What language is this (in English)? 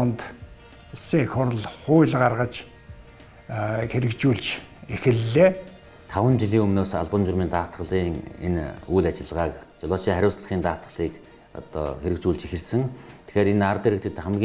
Mongolian